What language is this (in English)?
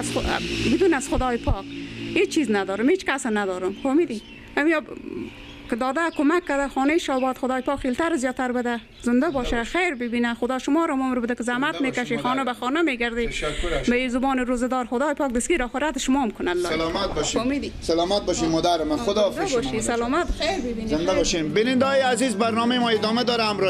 Persian